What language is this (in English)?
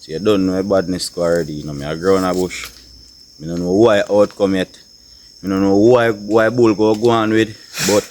Jamaican Creole English